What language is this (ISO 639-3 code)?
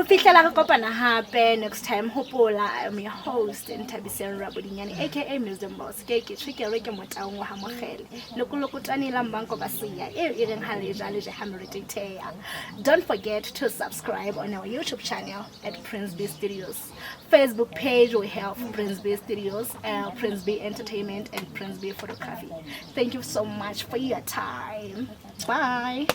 sot